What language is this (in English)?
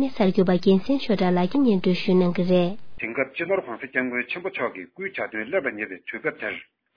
Tibetan